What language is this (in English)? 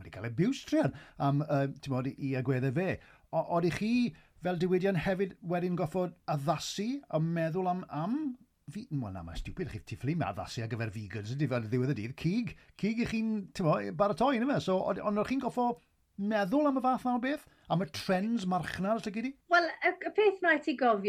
Welsh